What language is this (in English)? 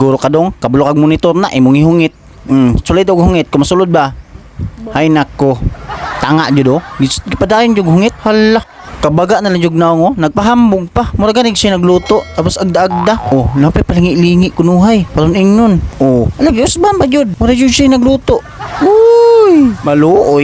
Cebuano